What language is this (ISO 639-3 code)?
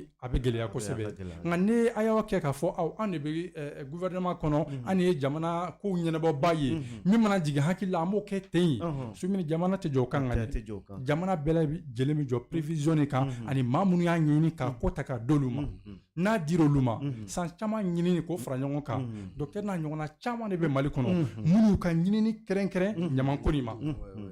bam